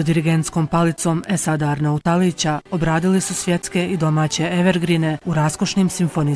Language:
Bosnian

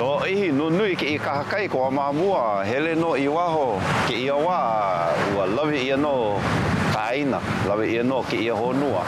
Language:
Hawaiian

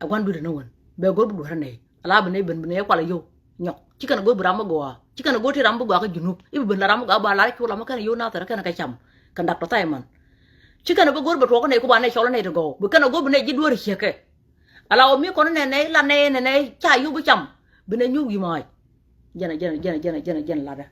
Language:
Nuer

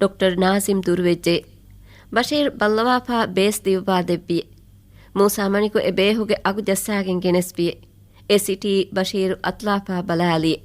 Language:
Divehi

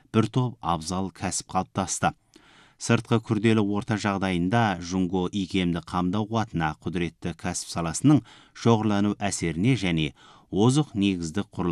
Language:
Kazakh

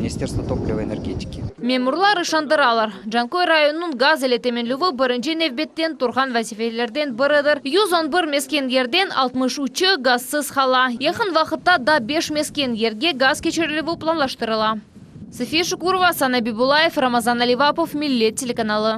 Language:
Crimean Tatar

